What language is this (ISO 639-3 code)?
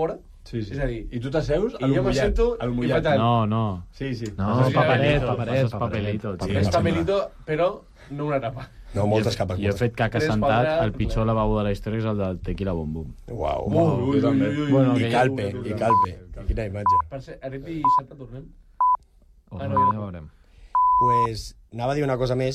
cat